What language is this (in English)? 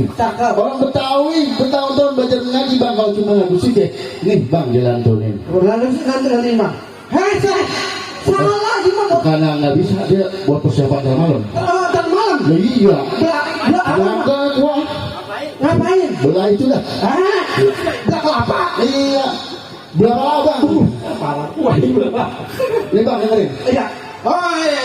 Betawi